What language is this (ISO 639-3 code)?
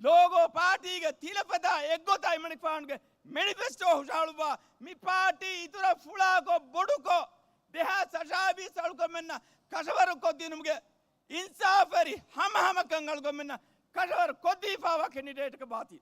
div